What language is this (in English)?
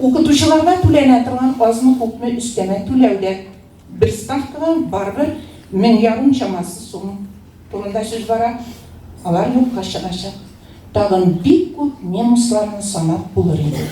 Tatar